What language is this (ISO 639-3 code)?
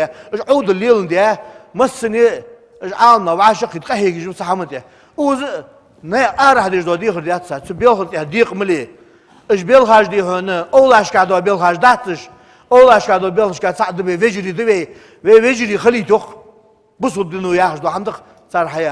inh